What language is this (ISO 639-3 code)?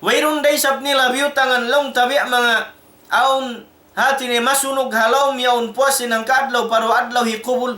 tsg